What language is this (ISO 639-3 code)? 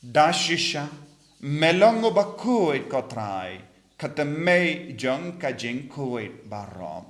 kha